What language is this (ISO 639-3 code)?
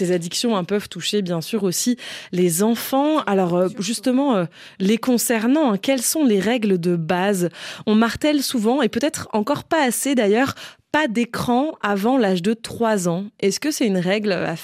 fra